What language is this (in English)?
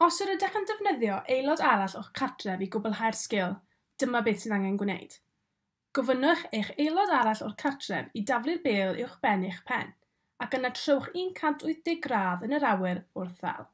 Welsh